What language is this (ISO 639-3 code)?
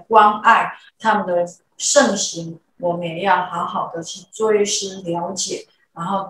zho